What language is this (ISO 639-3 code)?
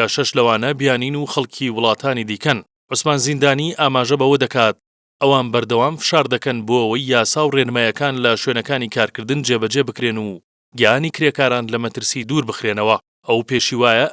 ckb